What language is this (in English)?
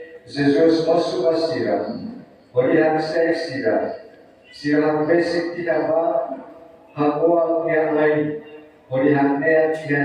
Tetum